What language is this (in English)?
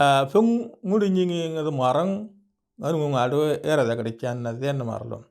Moro